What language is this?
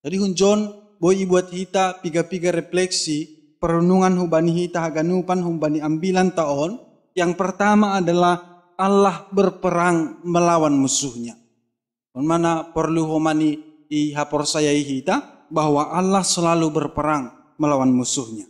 Batak Simalungun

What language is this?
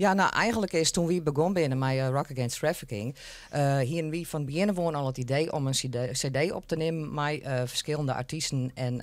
Western Frisian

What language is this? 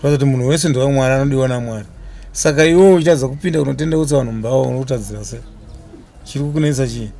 Shona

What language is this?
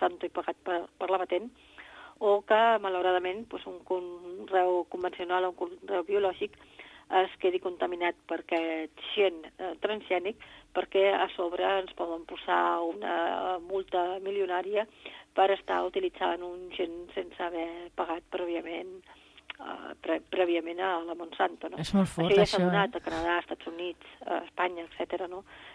Catalan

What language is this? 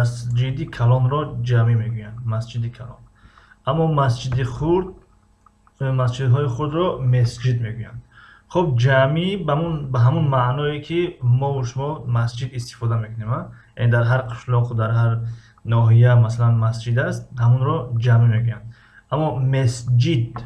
Tajik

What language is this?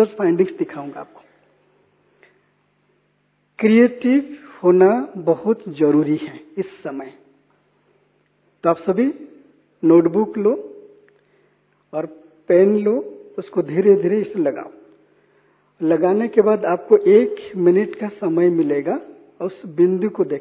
Hindi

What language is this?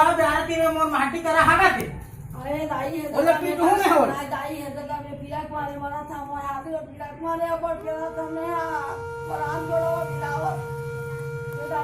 Chhattisgarhi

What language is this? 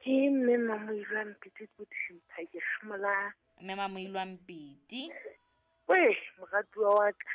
Southern Sotho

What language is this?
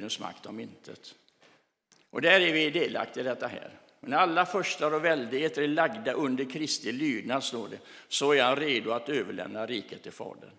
Swedish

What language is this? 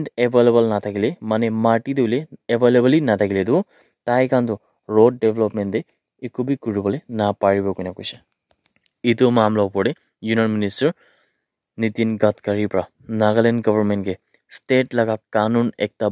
Naga Pidgin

